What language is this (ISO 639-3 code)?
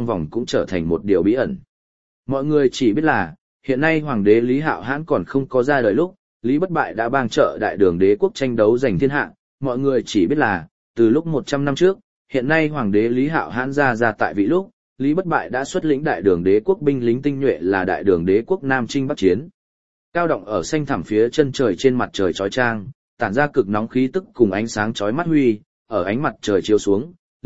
vie